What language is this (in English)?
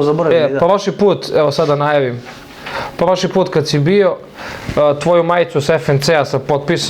Bosnian